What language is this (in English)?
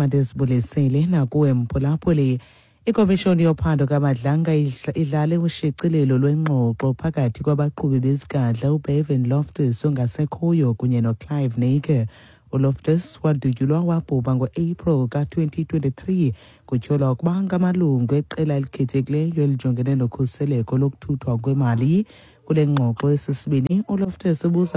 Xhosa